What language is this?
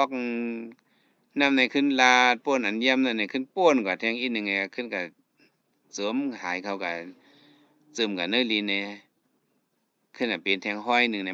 Shan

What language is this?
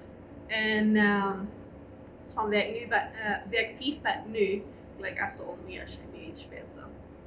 Plautdietsch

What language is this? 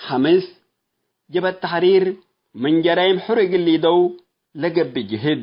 Tigre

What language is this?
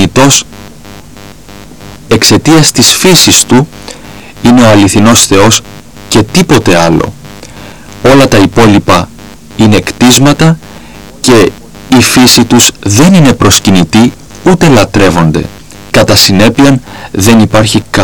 Greek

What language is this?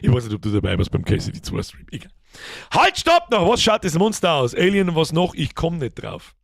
Bavarian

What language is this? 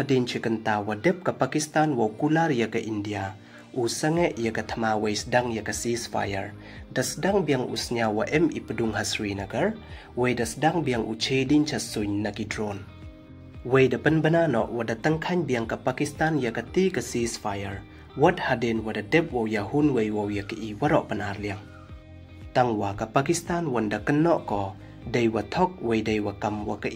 Pnar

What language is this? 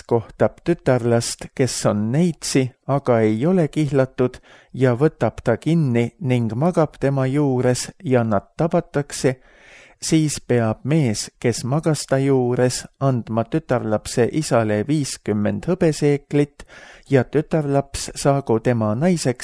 Estonian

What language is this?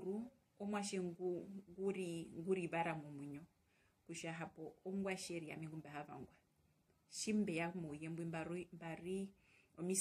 Herero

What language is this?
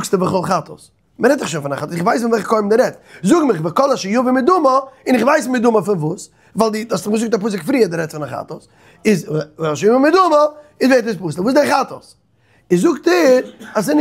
Yiddish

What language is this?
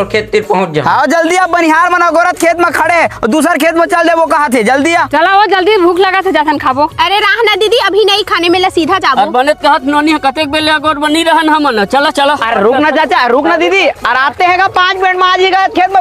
Chhattisgarhi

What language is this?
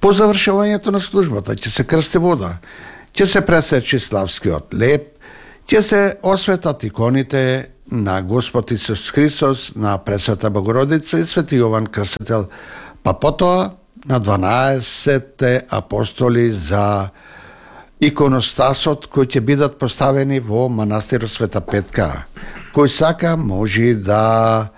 Macedonian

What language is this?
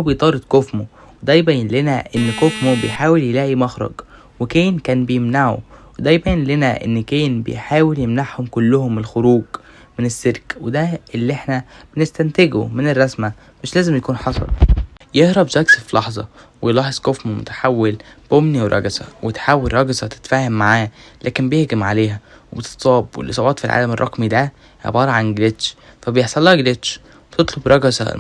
Egyptian Arabic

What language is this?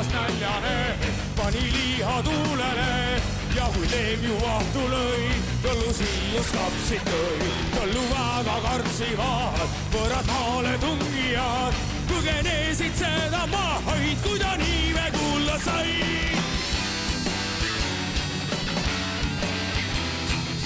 Estonian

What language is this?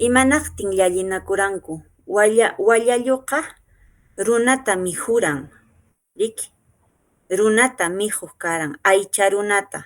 Quechua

